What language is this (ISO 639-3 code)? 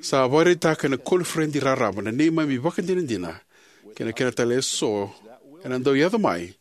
fij